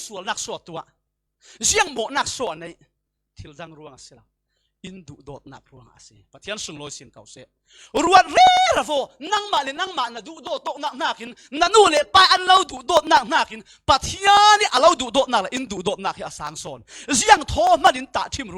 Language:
Falam Chin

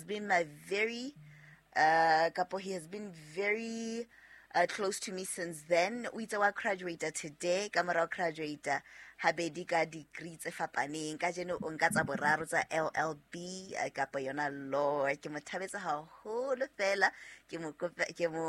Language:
Southern Sotho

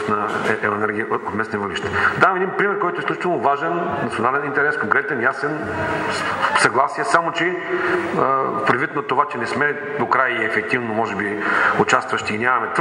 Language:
Bulgarian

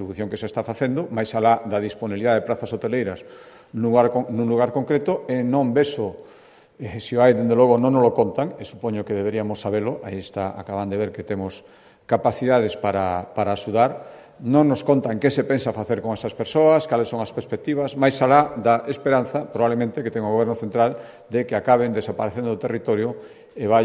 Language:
Galician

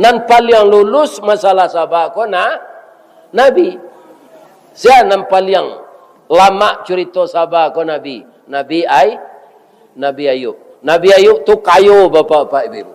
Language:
Minangkabau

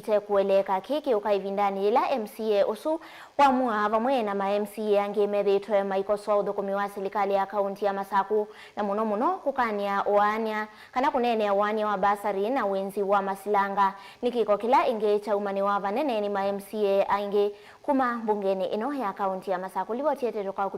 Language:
Kamba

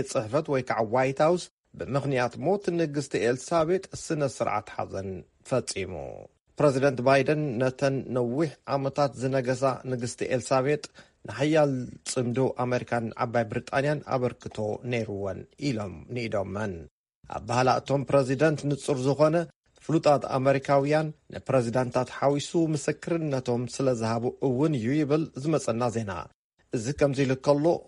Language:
Tigrinya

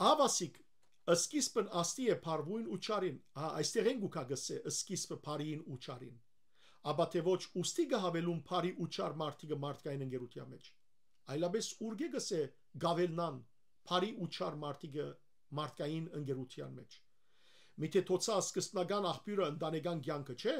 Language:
Western Armenian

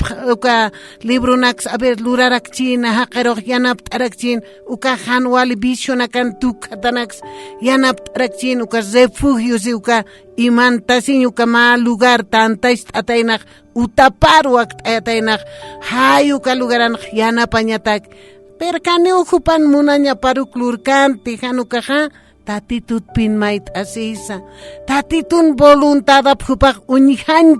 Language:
Aymara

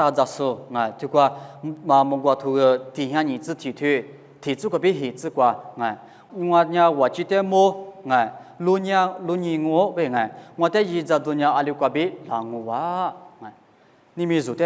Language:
Lisu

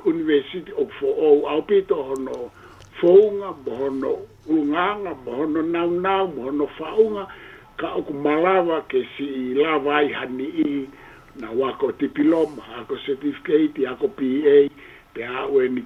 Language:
Tongan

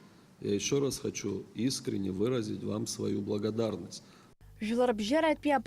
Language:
Abkhazian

